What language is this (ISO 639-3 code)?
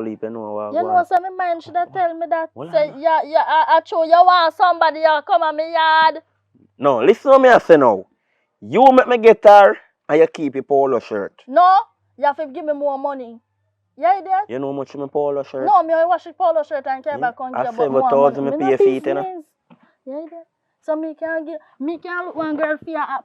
jam